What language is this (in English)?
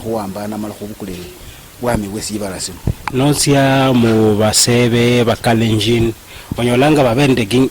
Luyia